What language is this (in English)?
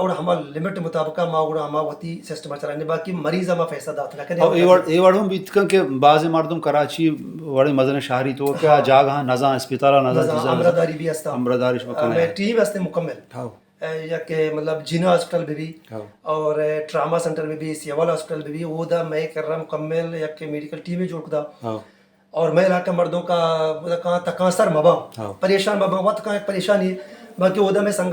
Baluchi